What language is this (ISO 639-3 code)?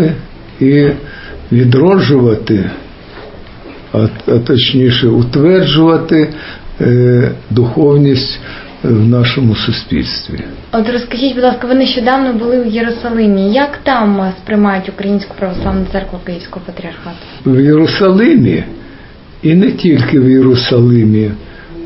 ukr